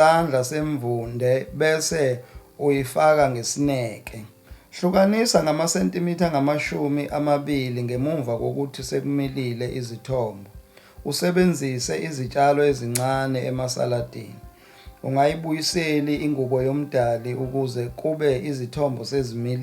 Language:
Zulu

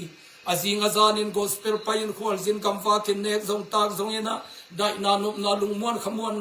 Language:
Tedim Chin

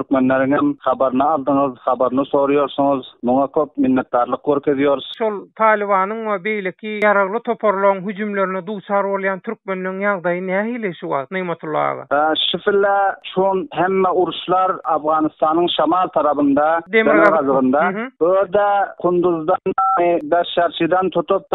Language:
Turkmen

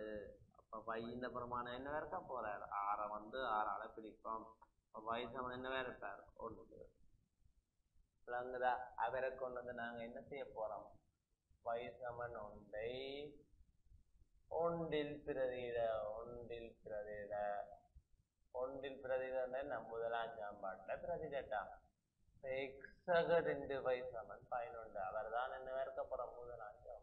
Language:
Tamil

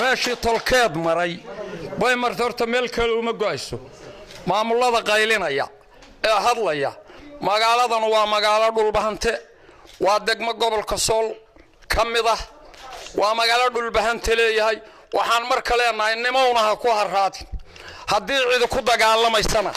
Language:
Somali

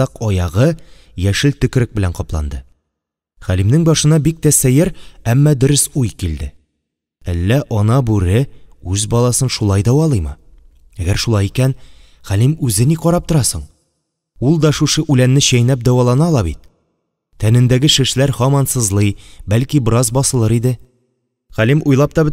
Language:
Tatar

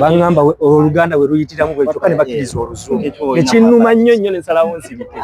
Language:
Soga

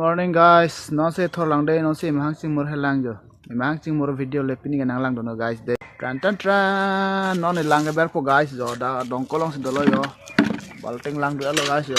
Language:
Karbi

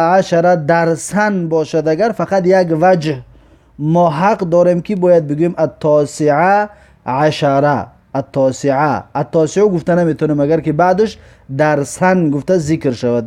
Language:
Tajik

